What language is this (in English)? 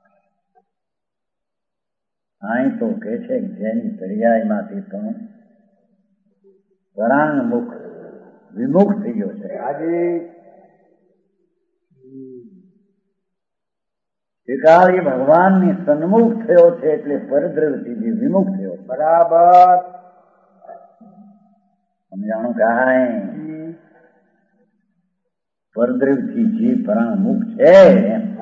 Gujarati